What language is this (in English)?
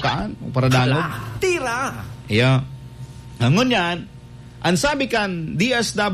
Bikol